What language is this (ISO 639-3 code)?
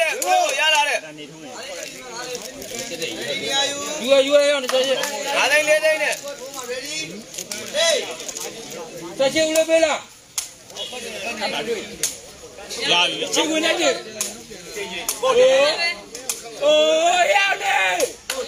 mya